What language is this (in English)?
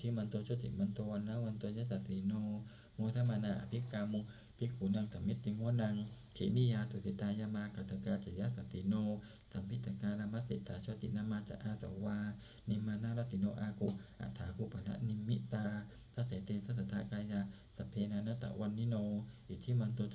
Pali